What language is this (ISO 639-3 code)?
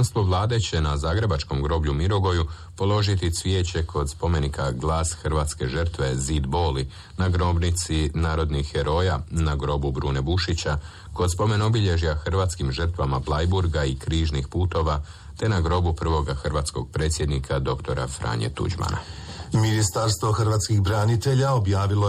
hrv